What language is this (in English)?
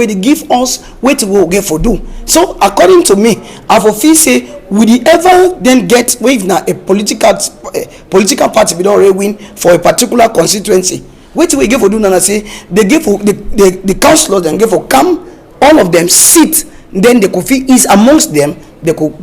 Cameroon Pidgin